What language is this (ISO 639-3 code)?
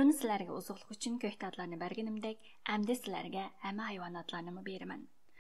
uig